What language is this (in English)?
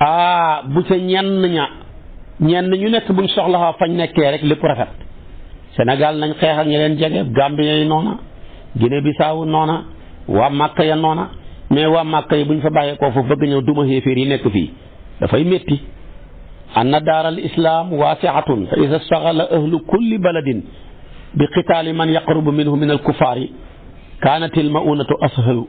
Wolof